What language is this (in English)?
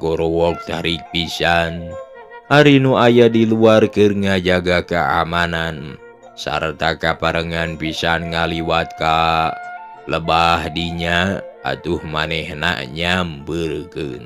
Sundanese